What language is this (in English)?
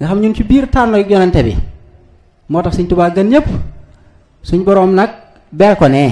Wolof